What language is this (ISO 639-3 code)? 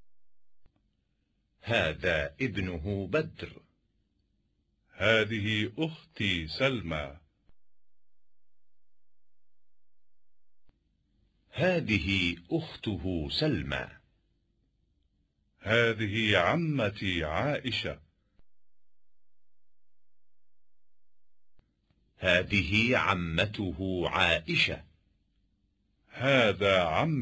fas